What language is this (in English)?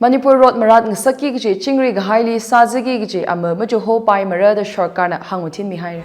Tangkhul Naga (India)